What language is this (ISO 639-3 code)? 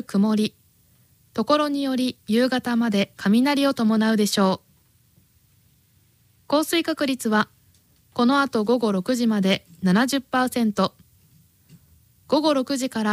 jpn